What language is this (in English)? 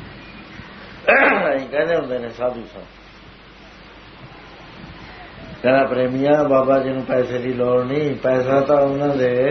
Punjabi